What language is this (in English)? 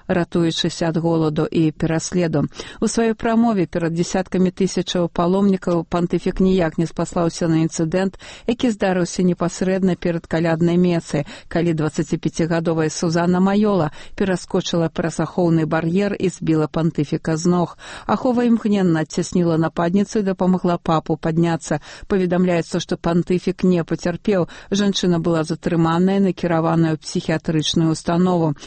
Belarusian